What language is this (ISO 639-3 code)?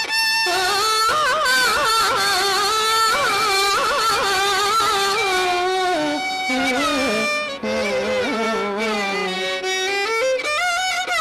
tel